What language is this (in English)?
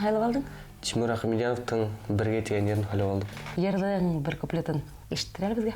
Bashkir